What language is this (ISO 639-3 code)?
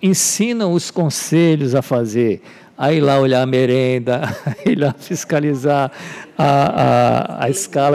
por